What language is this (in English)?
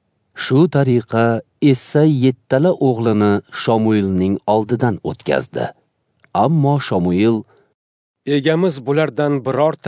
Uzbek